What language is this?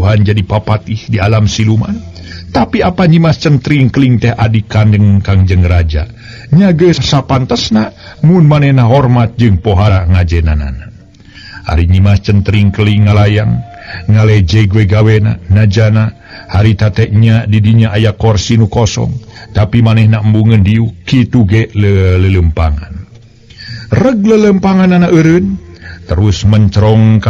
Sundanese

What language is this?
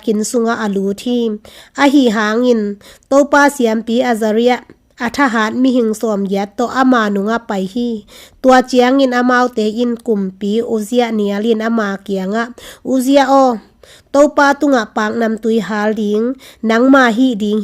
Tedim Chin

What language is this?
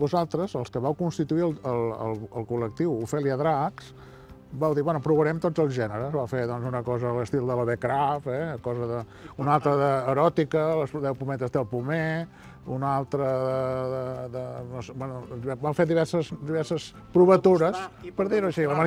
Catalan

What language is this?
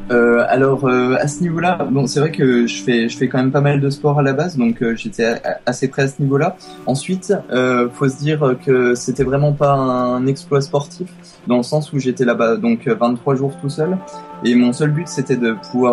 French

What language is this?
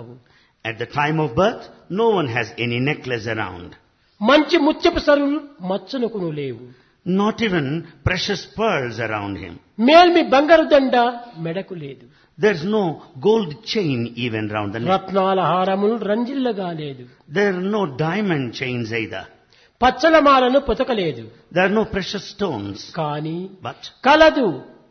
Telugu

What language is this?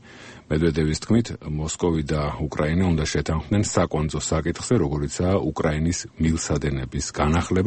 Georgian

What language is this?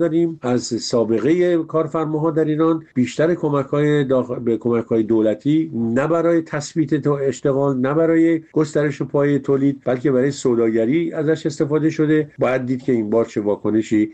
Persian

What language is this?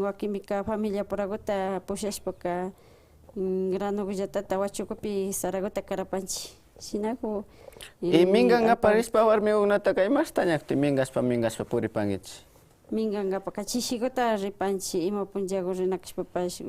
Imbabura Highland Quichua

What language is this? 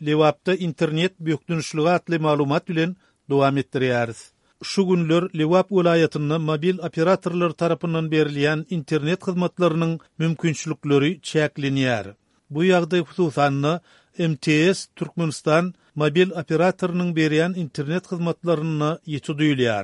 Turkmen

